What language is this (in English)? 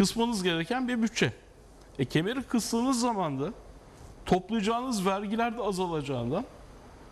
Turkish